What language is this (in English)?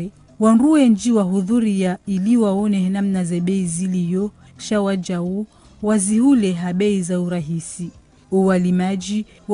Ngazidja Comorian